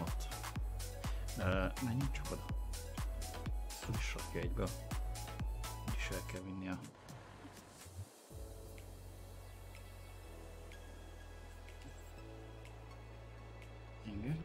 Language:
Hungarian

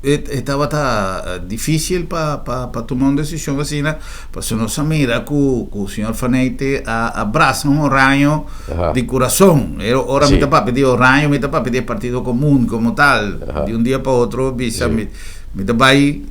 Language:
Papiamento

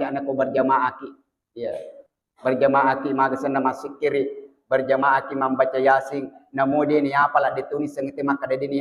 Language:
Buginese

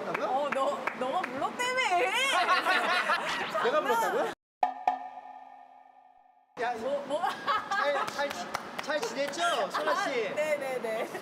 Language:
Korean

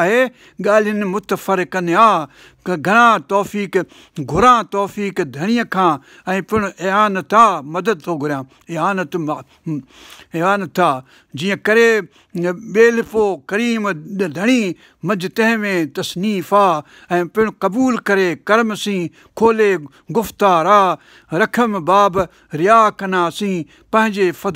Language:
Sindhi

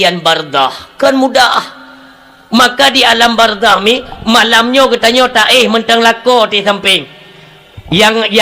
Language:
Achinese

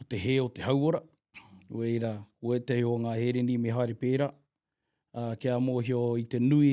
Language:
Māori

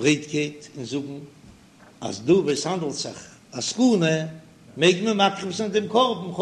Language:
Yiddish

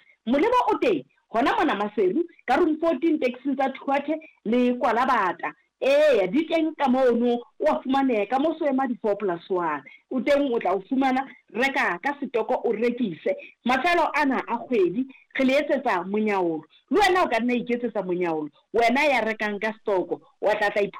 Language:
Southern Sotho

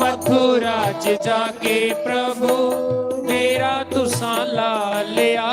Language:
Dogri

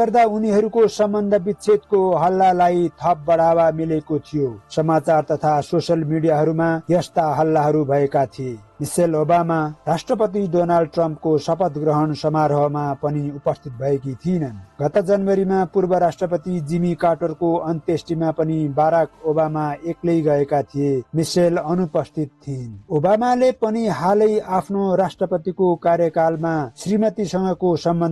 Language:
Nepali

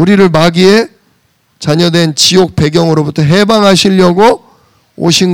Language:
Korean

